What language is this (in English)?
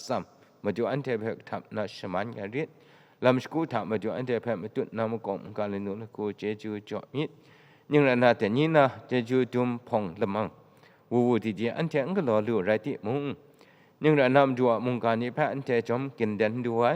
Kachin